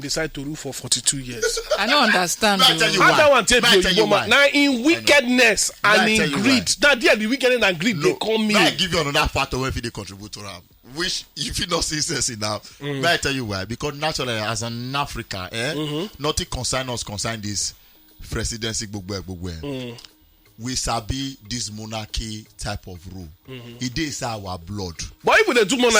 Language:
Nigerian Pidgin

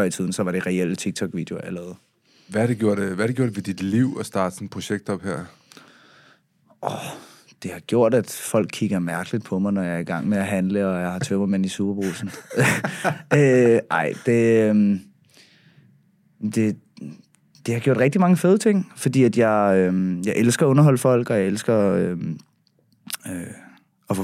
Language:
Danish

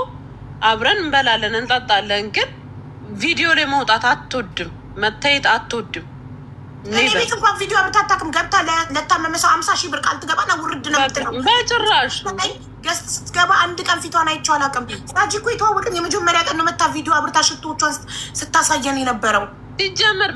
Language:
Amharic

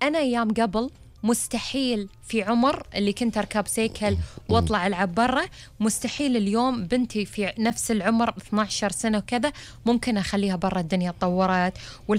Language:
Gulf Arabic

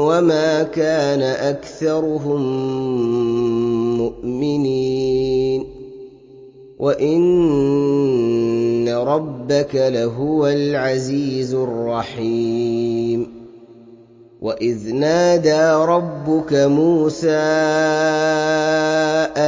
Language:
Arabic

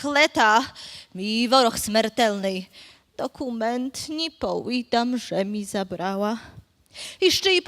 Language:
Rusyn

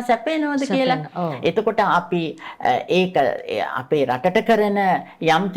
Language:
Sinhala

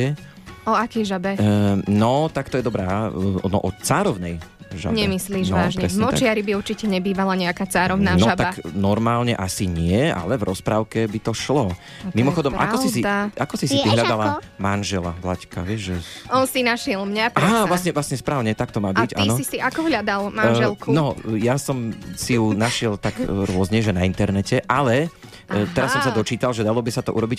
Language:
Slovak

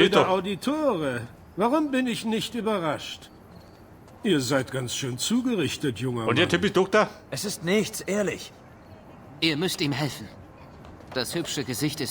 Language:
Bavarian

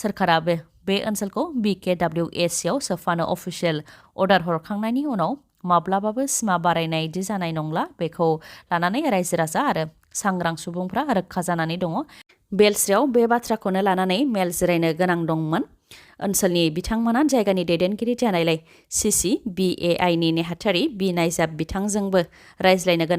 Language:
Bodo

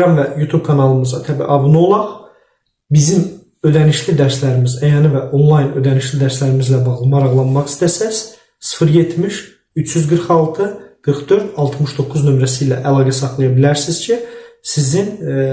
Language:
Azerbaijani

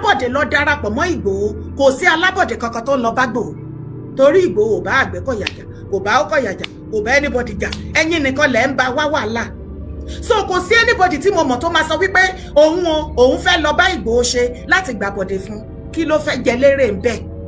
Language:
Yoruba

